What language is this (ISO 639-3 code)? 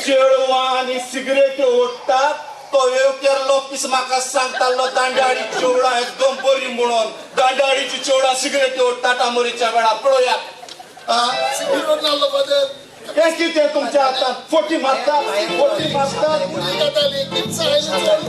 kok